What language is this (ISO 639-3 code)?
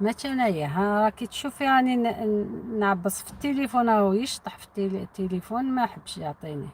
arq